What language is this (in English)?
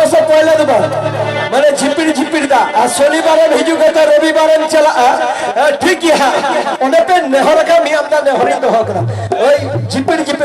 Santali